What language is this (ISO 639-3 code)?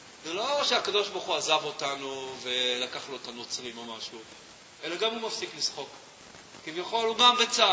heb